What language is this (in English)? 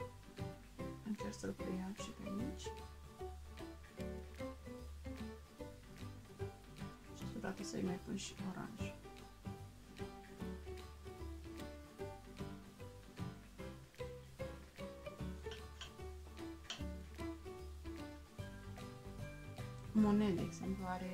Romanian